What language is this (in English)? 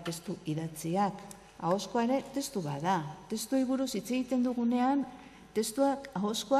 Basque